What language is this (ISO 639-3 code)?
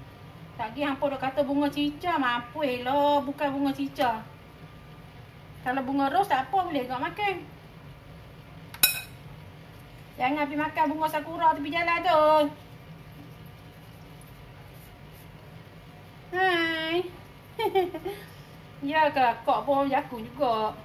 msa